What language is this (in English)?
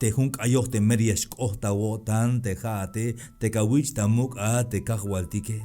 Tzeltal